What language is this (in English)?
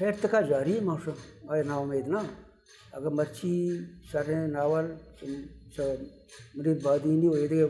Baluchi